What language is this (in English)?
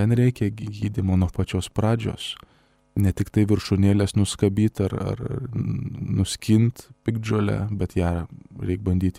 Lithuanian